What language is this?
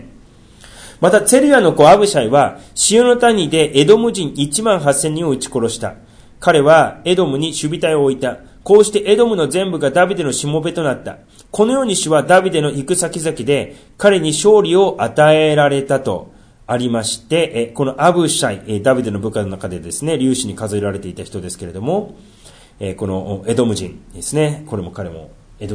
Japanese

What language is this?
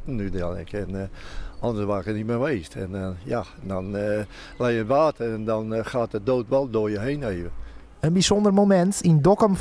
Western Frisian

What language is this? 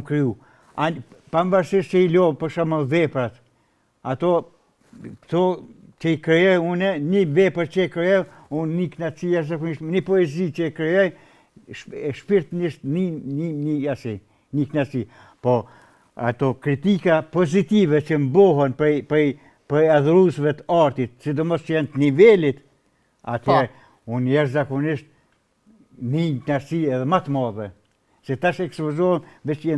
Albanian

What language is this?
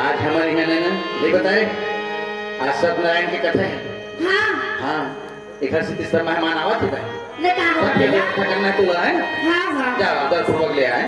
Chhattisgarhi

